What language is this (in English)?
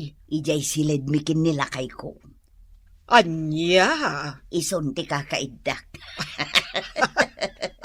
Iloko